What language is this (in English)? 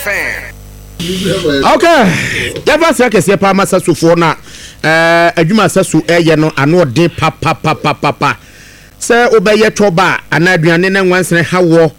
Akan